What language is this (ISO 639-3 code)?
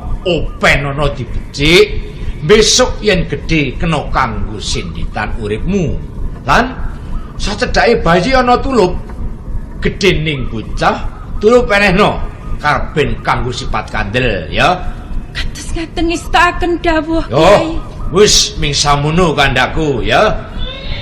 jav